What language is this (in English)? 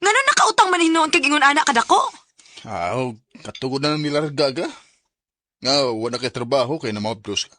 Cebuano